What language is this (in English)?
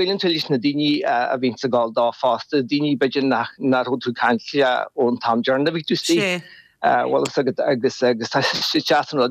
Irish